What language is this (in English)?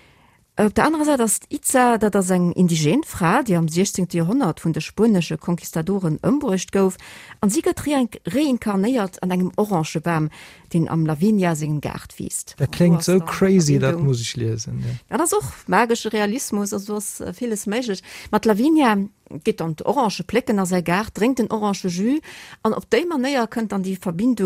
Luxembourgish